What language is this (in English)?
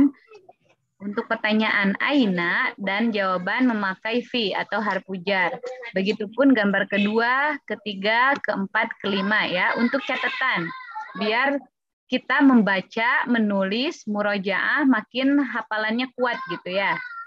Indonesian